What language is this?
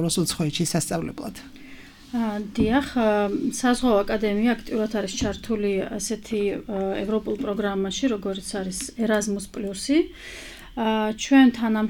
Georgian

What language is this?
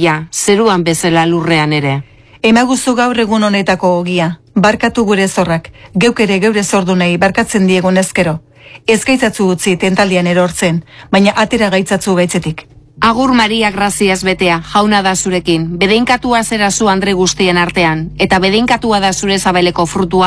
Basque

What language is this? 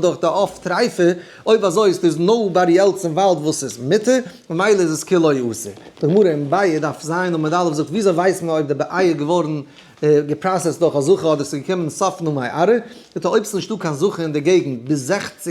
Yiddish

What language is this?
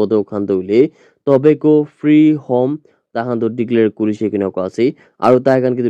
Naga Pidgin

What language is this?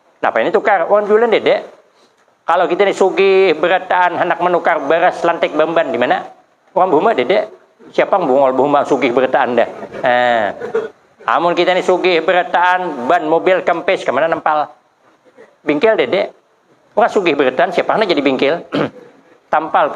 Banjar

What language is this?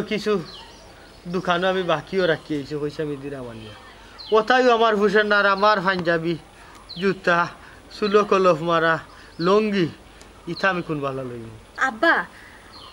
Sylheti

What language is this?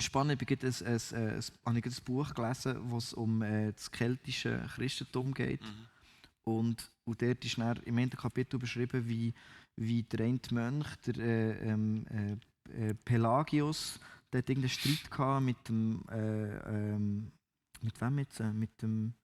Swiss German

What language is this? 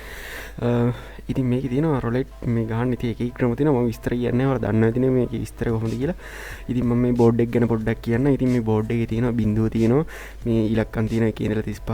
Sinhala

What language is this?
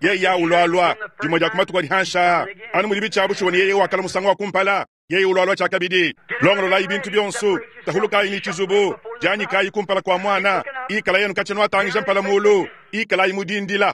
Luba-Lulua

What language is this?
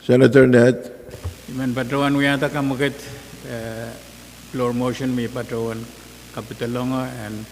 Pohnpeian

